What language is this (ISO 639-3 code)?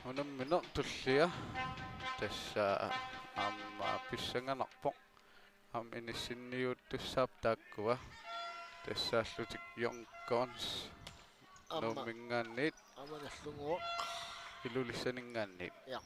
kal